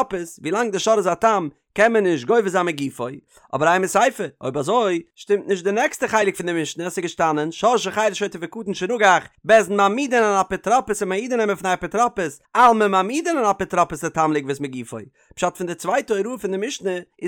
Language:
Yiddish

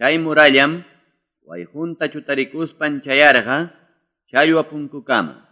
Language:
Quechua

